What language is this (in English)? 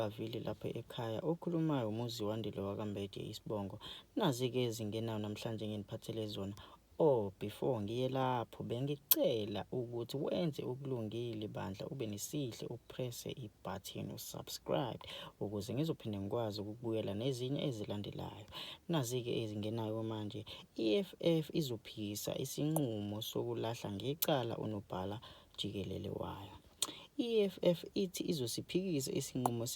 Zulu